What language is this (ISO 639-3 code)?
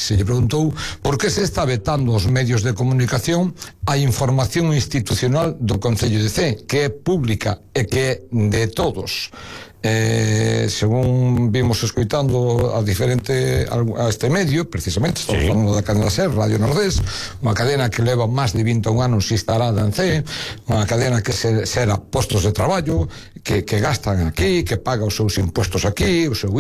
glg